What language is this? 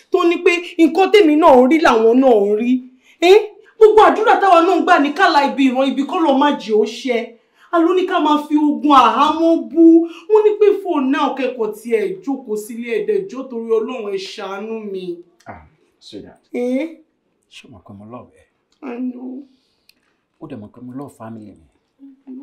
Yoruba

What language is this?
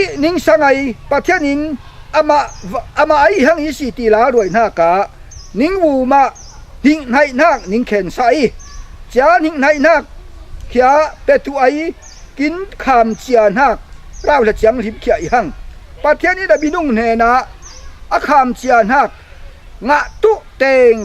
Falam Chin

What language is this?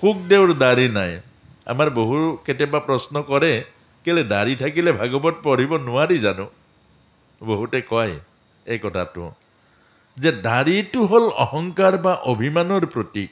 Assamese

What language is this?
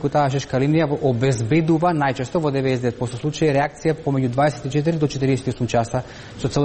Macedonian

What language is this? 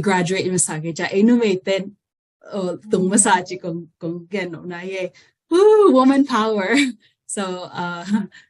Tedim Chin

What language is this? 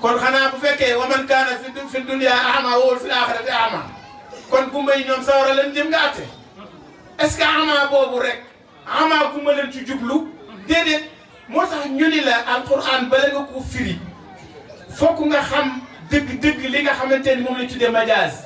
Wolof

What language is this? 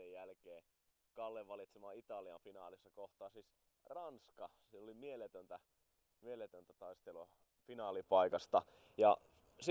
Finnish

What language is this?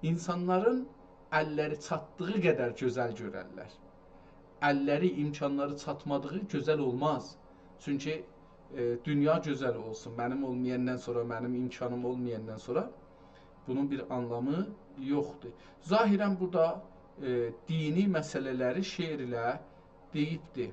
South Azerbaijani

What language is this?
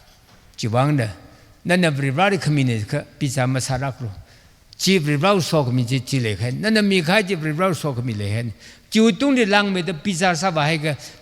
Tangkhul Naga (India)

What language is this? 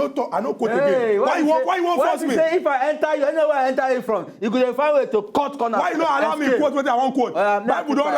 Nigerian Pidgin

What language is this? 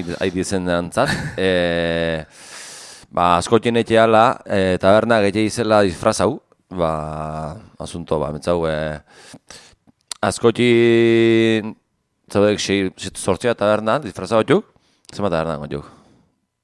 Basque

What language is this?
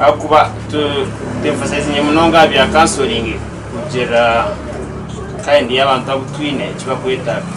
Nyankole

